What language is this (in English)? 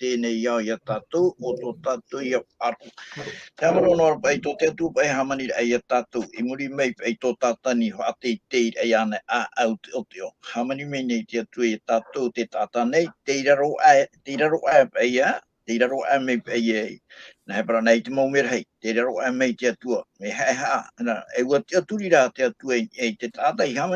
Tahitian